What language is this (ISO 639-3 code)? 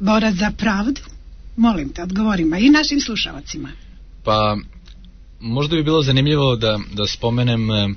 srp